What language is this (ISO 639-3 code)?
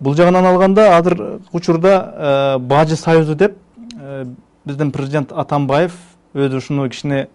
kir